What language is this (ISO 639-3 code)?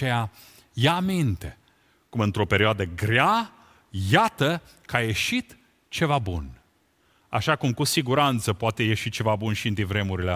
ron